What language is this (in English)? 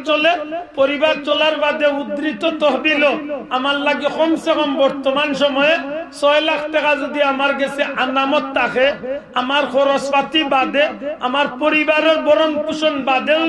Sylheti